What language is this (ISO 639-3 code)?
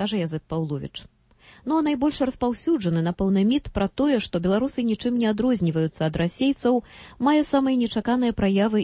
bel